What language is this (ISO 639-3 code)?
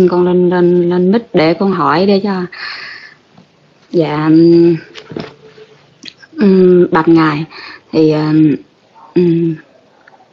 vie